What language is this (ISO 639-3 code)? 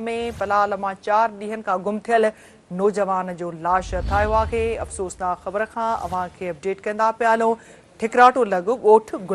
snd